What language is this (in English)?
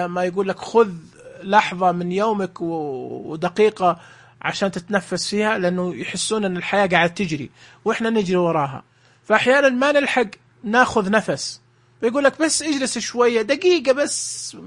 Najdi Arabic